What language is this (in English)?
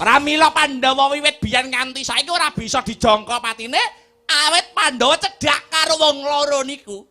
Javanese